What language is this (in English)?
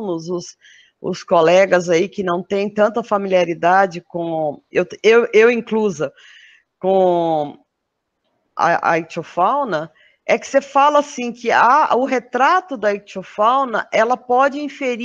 Portuguese